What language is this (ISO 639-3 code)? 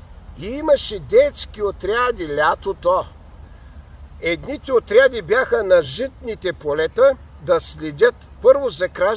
bul